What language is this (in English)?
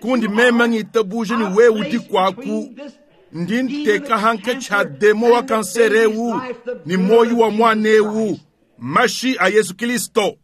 Luba-Lulua